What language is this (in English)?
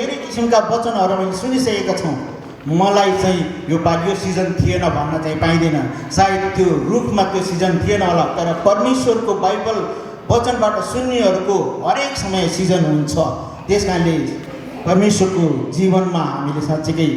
Nepali